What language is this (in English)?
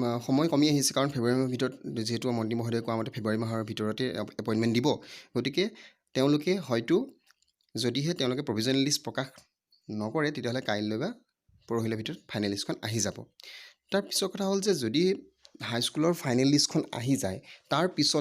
Assamese